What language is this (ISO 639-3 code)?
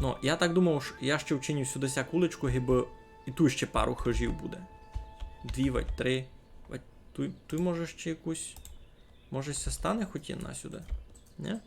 rue